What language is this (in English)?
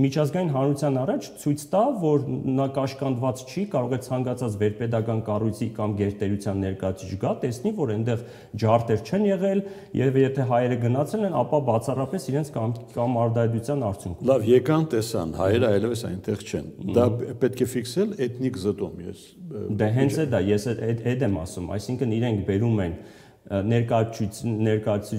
Armenian